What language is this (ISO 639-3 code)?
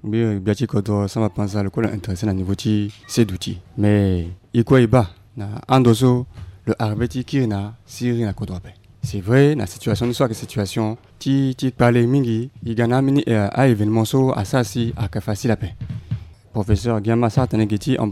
sag